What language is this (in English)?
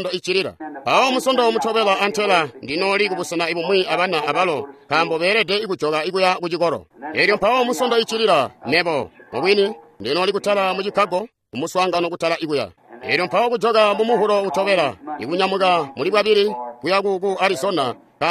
Tonga (Zambia)